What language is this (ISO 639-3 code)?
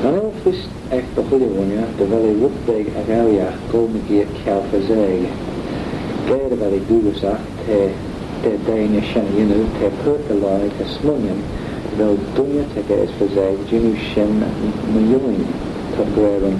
glv